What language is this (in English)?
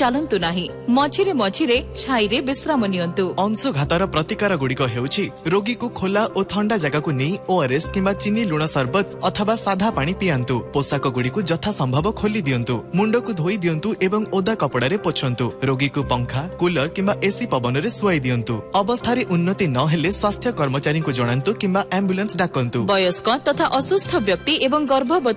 Odia